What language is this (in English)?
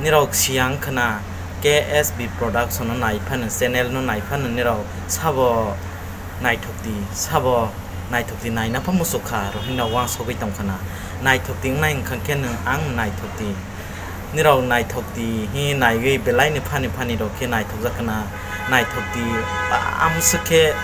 Kok Borok